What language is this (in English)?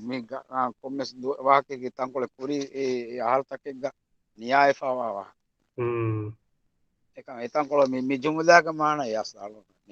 Divehi